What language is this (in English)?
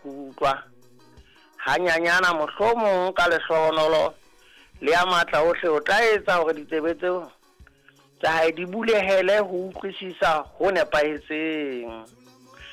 Southern Sotho